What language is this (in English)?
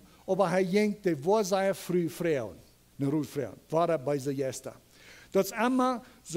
Plautdietsch